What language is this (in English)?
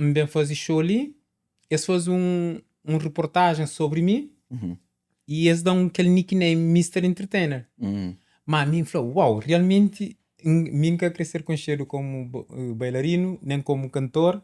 Kabuverdianu